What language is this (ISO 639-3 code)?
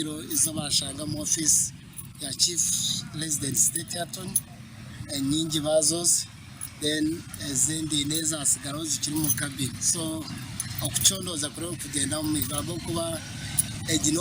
nyn